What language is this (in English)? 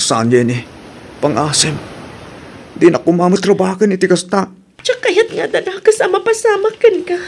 Iloko